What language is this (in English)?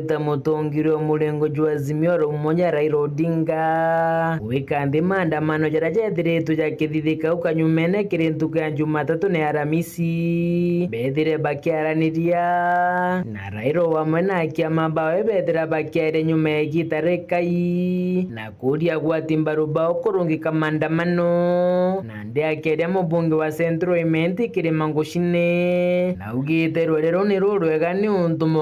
Meru